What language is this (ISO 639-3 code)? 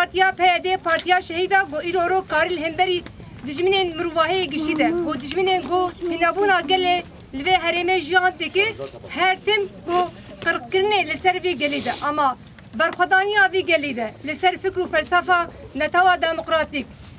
kur